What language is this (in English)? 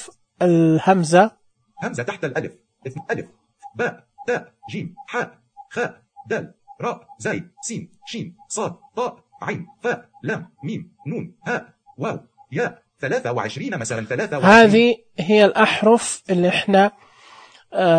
Najdi Arabic